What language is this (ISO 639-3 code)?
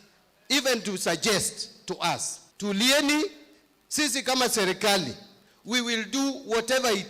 kam